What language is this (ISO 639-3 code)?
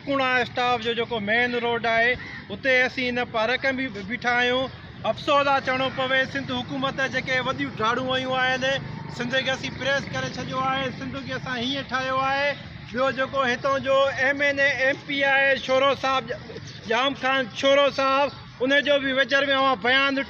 snd